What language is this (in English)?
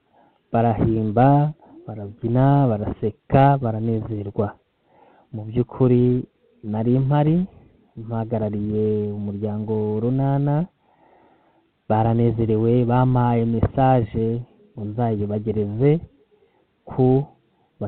Kinyarwanda